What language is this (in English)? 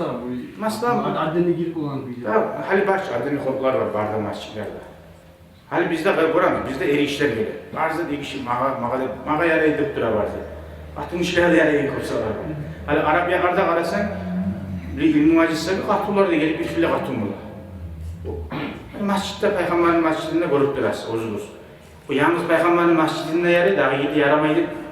Kumyk